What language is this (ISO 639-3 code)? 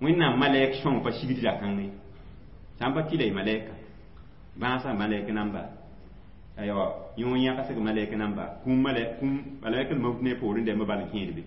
mos